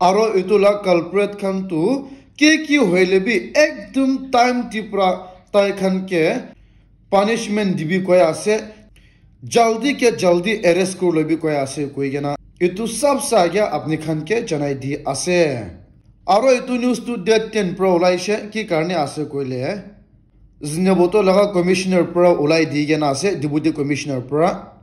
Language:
Naga Pidgin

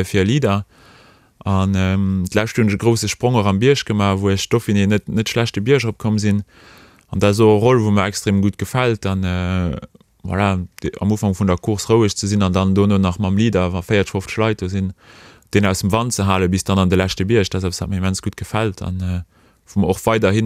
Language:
Luxembourgish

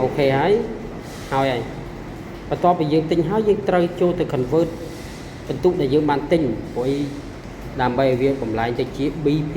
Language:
Khmer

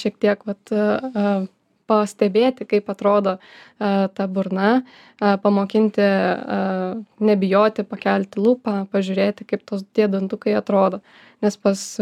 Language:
Lithuanian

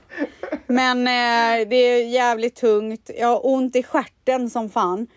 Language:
Swedish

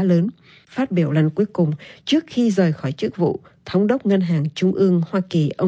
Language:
Vietnamese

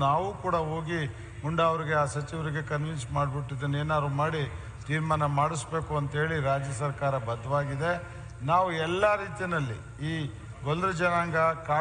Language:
Kannada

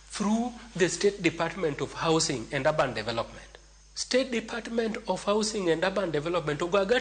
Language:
Luo (Kenya and Tanzania)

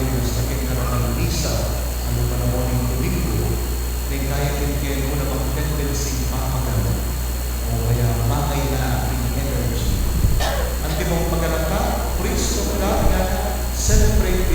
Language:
Pampanga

